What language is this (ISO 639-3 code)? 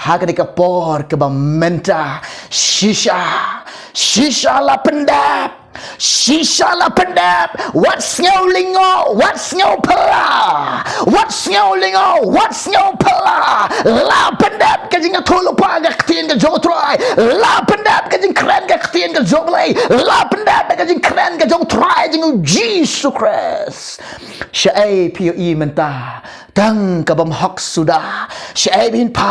kha